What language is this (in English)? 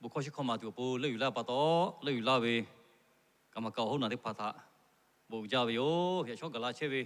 Lahu